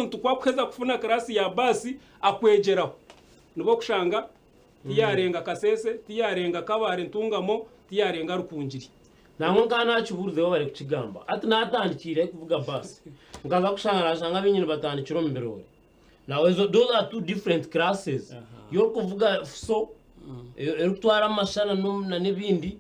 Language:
Nyankole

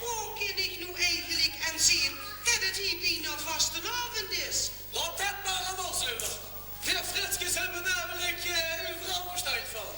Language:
Limburgish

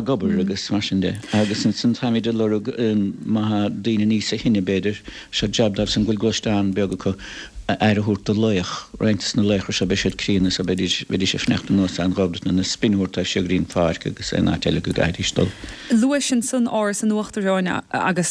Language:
Irish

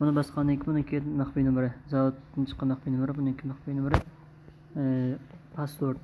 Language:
Uyghur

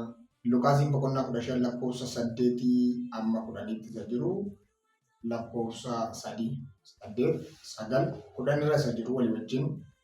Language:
Oromo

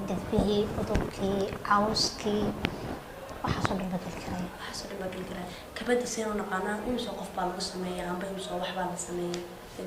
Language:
Somali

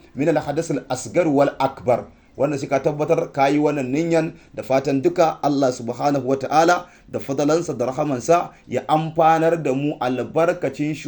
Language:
Hausa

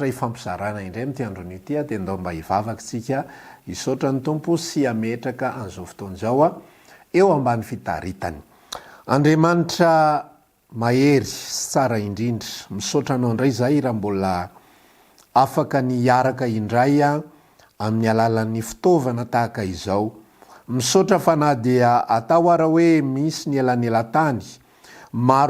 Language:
Malagasy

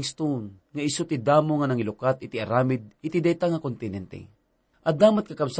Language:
Iloko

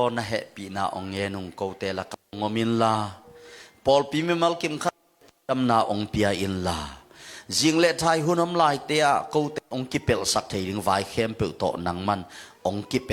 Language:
Tedim Chin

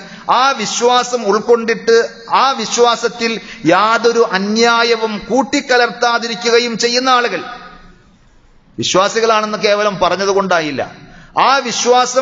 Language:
Malayalam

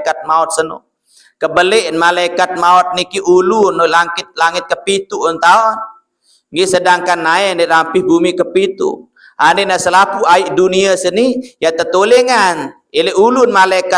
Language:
Sasak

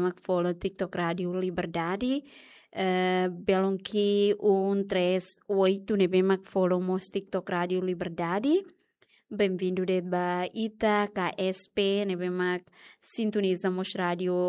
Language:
Tetum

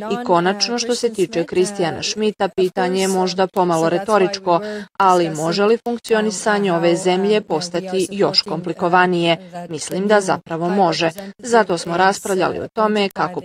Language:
Bosnian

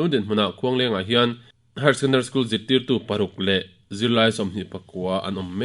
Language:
Mizo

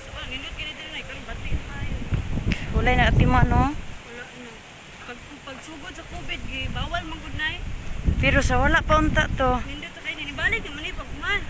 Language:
Cebuano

